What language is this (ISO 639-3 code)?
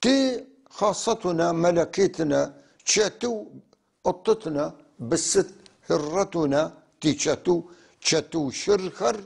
apc